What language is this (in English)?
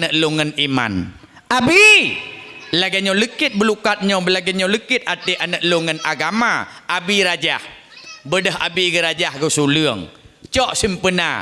Achinese